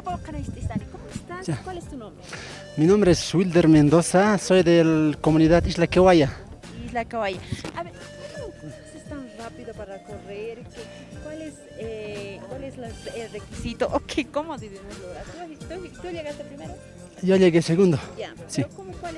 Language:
Aymara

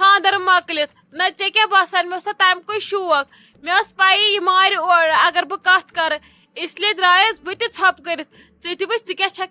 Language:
Kashmiri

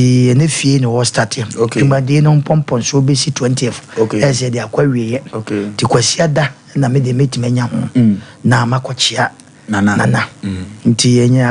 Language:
Akan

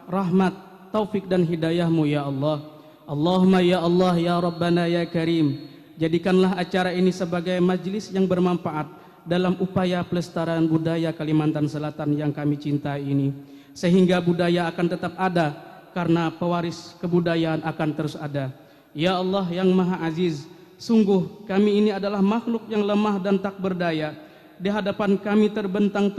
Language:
Banjar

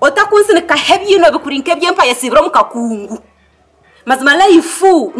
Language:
Nyankole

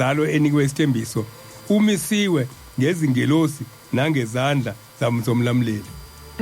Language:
Zulu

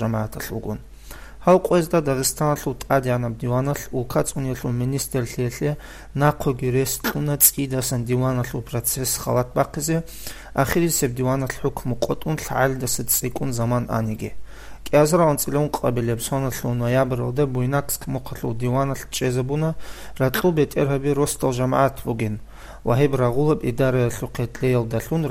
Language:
Avaric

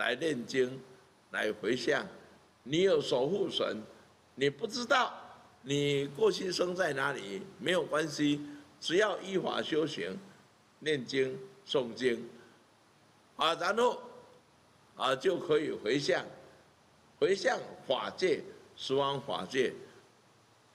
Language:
Chinese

